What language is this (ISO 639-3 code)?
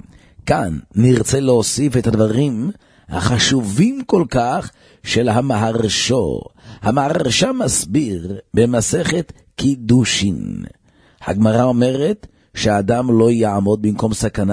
heb